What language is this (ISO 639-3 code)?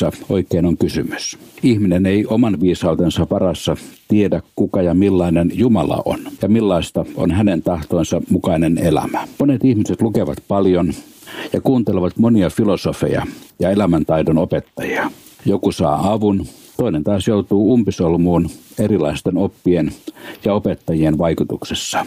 fin